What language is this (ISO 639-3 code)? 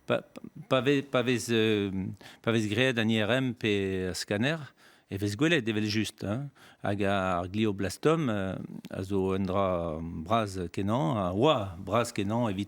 bre